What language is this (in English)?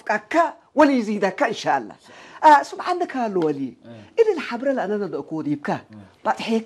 Tigrinya